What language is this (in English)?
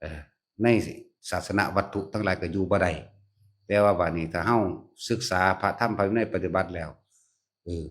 Northeastern Thai